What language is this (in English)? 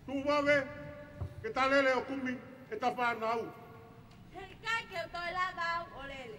Tongan